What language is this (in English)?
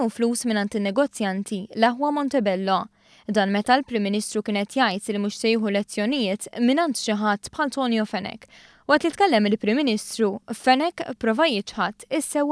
Maltese